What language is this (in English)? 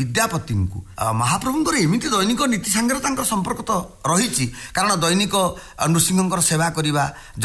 Odia